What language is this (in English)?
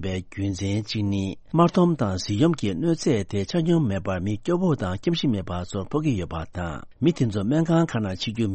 Tibetan